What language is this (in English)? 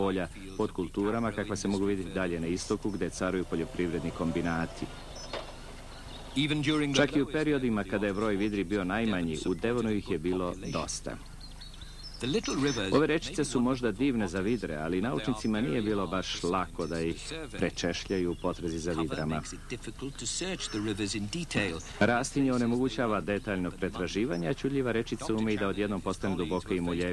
Serbian